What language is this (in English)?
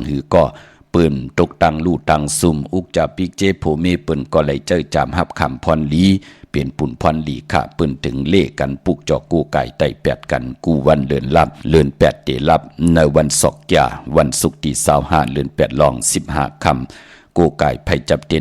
Shan